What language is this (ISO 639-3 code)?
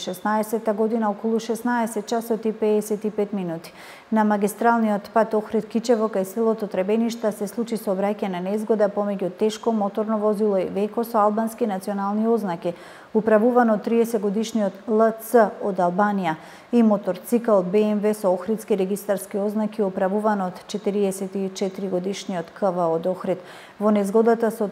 mkd